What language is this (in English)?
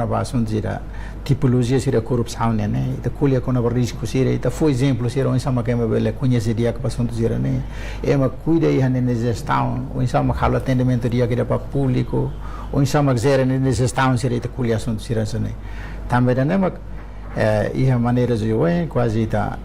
Tetum